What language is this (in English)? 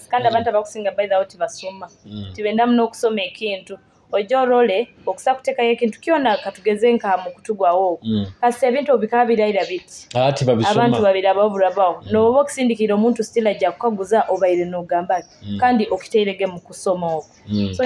Nyoro